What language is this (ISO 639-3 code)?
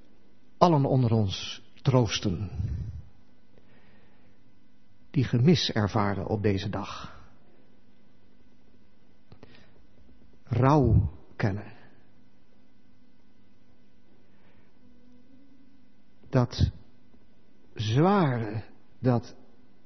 nld